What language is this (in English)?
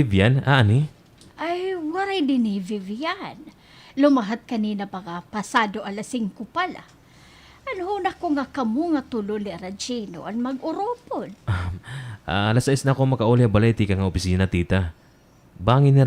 Waray